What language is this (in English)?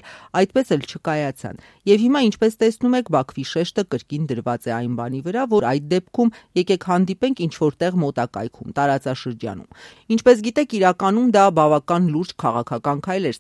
Armenian